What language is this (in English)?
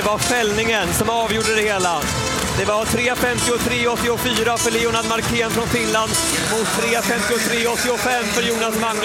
Swedish